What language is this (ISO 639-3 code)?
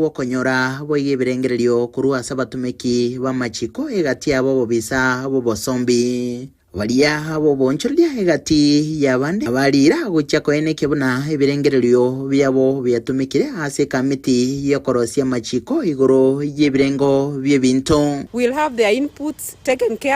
guz